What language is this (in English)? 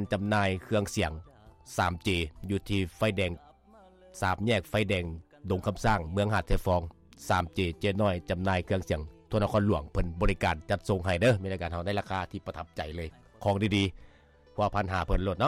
Lao